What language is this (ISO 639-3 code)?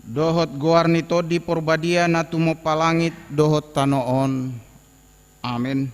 bbc